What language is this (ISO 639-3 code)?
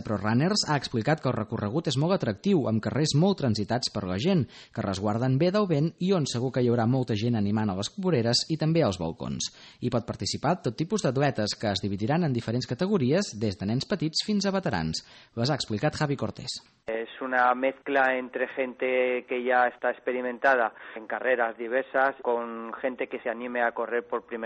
cat